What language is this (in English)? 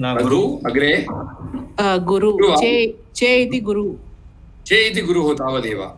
Sanskrit